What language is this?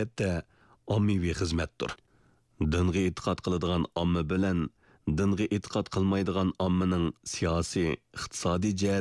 Uyghur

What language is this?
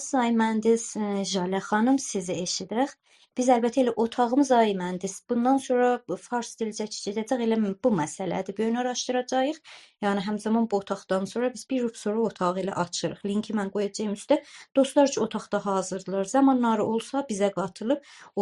South Azerbaijani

